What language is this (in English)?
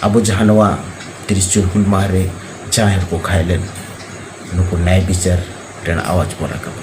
Santali